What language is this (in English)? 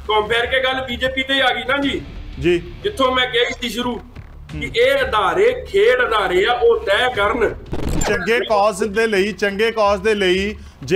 Punjabi